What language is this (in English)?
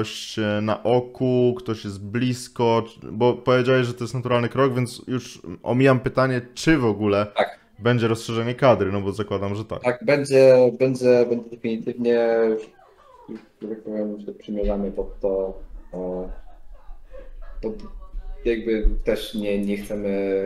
Polish